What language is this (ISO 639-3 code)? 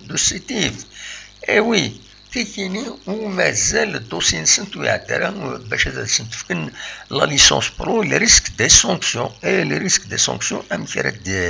kab